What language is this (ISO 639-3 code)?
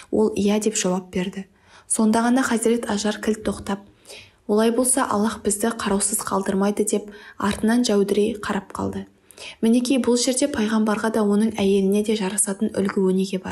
kaz